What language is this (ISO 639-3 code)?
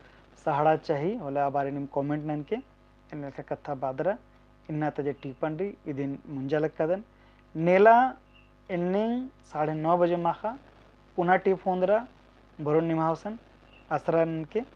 kru